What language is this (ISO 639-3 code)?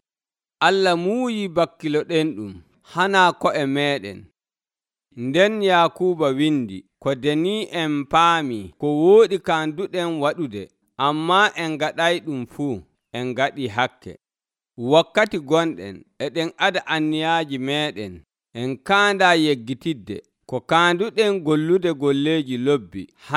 fuv